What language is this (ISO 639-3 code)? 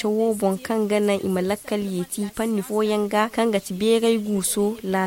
dje